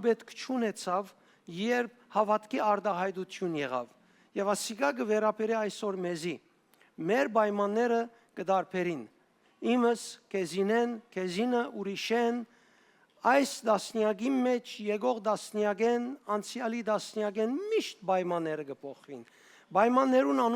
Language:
Western Armenian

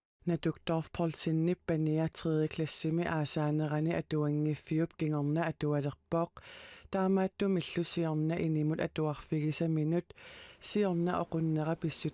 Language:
Kalaallisut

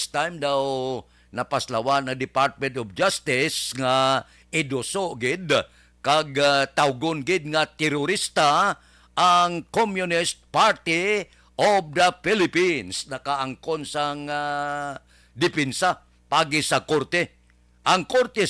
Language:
Hiligaynon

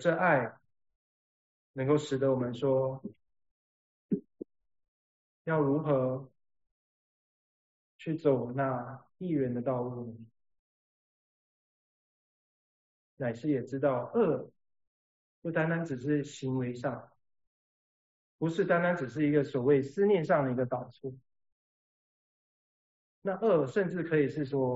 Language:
Chinese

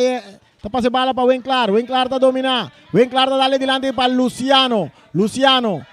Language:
Papiamento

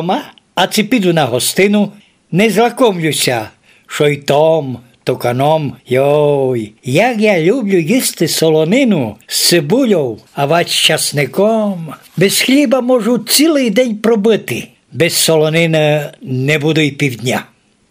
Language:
Rusyn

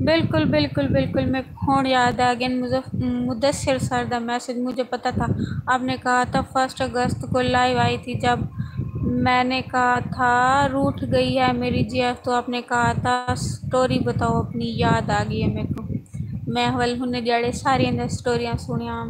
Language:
Saraiki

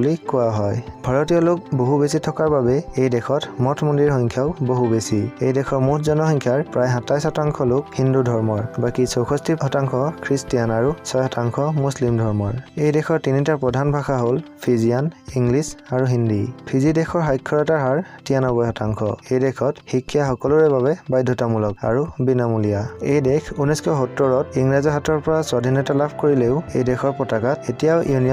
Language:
Assamese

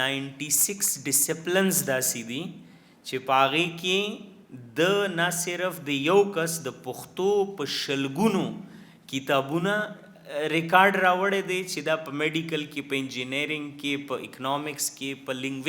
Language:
Pashto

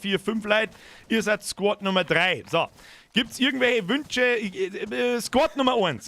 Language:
Bavarian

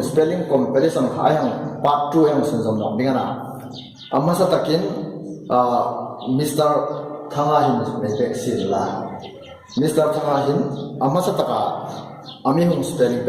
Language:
Hmar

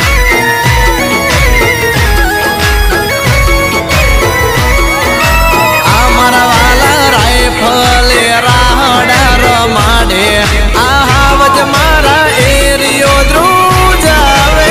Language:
Gujarati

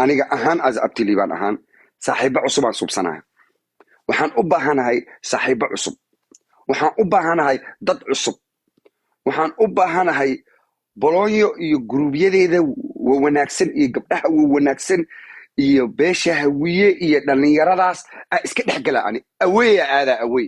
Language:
Somali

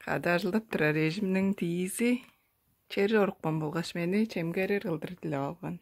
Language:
Tuvinian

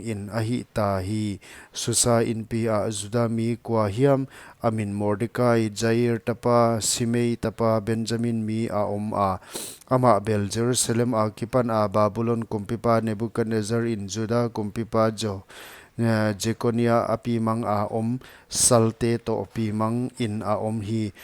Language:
Paite Chin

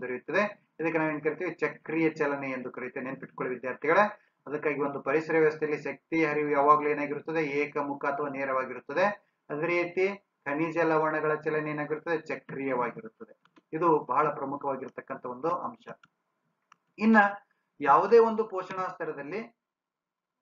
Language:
Kannada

